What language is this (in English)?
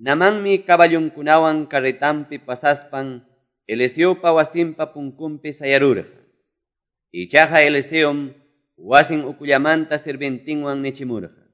Quechua